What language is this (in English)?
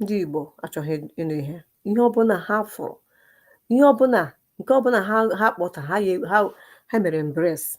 Igbo